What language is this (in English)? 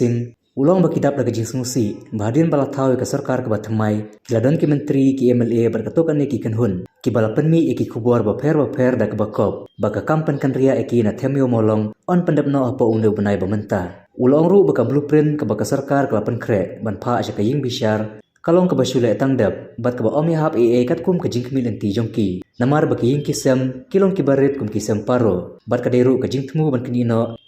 Khasi